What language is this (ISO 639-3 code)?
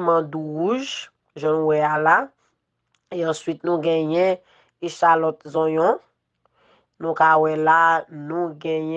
hat